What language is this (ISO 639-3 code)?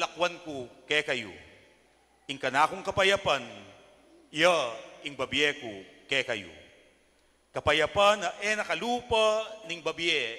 pam